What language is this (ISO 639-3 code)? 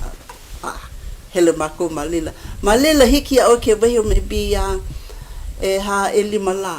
haw